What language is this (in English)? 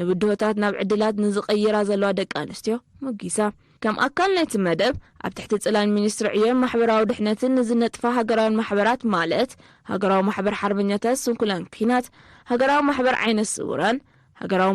Tigrinya